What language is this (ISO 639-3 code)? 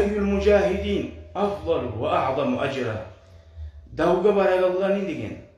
kum